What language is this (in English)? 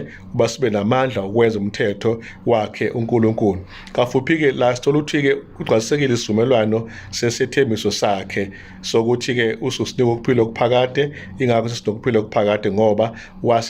Zulu